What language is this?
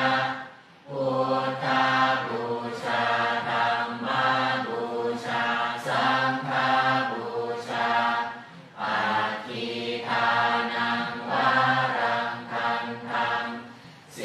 Pali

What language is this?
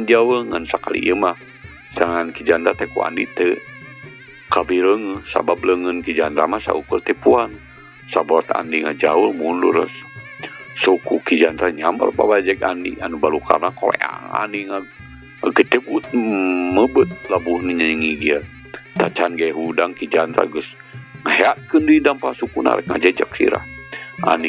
Sundanese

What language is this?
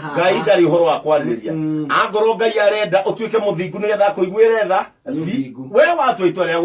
Kikuyu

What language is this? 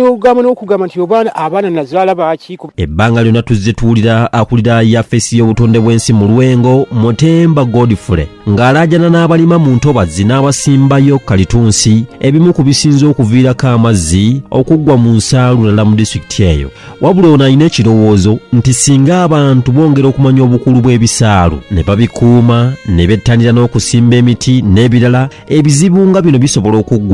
Ganda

